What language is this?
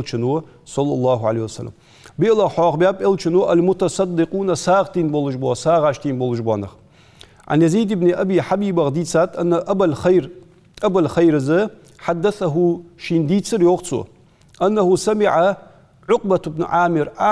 Ingush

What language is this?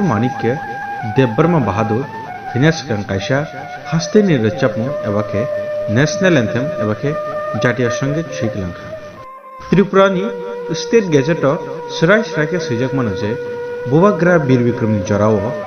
Kok Borok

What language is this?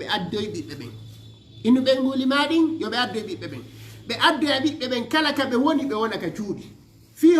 Fula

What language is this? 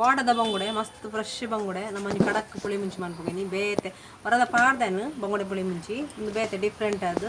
Tulu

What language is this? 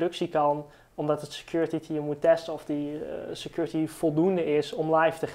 Dutch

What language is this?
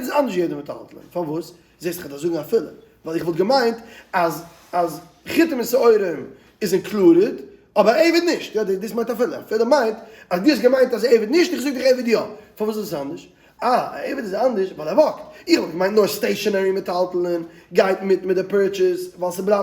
Yiddish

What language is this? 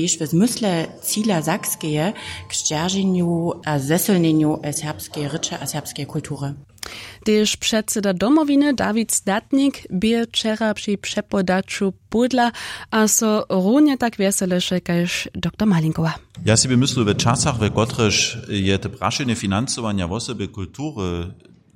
Upper Sorbian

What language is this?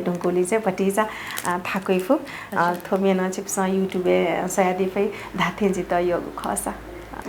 Newari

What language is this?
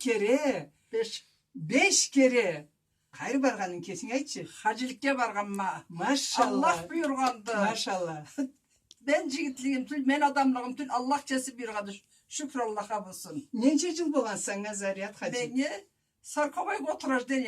Karachay-Balkar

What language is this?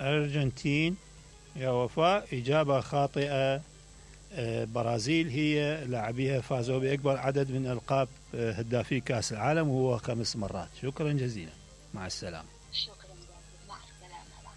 Mesopotamian Arabic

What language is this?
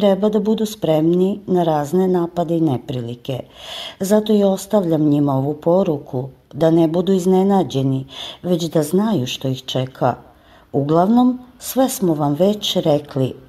Croatian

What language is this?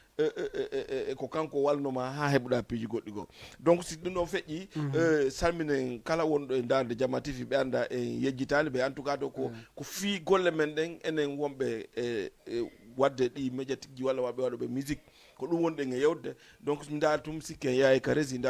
Fula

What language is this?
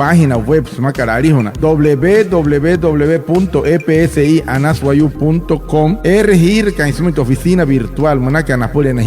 Wayuu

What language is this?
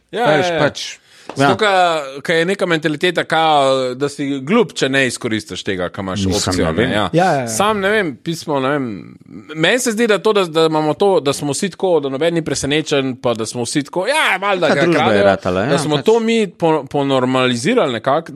Slovenian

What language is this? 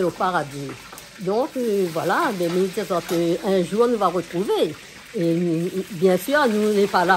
Réunion Creole French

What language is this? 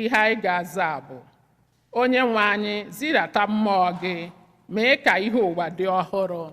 Igbo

